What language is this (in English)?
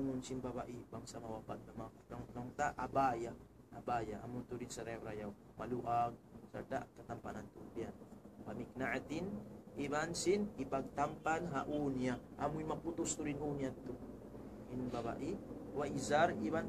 Tausug